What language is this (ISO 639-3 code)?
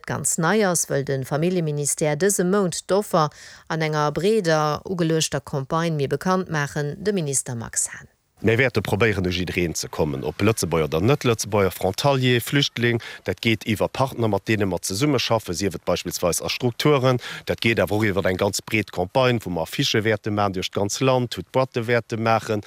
ltz